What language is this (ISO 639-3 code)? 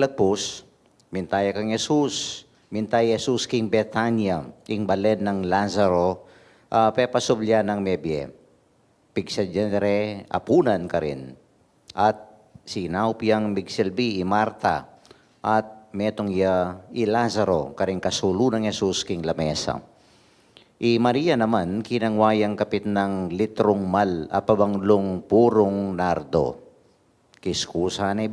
pam